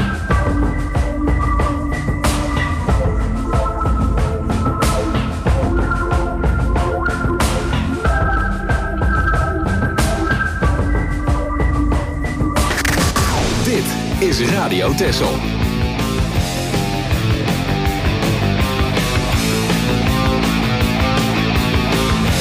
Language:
Dutch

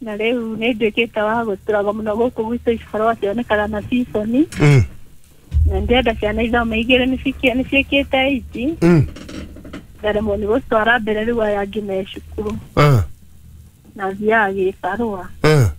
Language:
Kikuyu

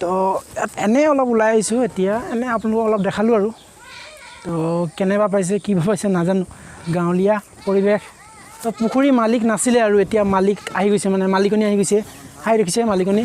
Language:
Assamese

